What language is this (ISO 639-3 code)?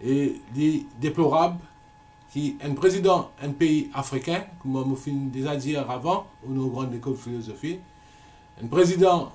mfe